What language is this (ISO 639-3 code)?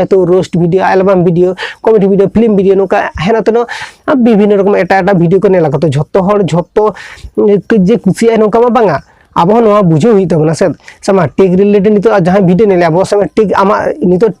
sat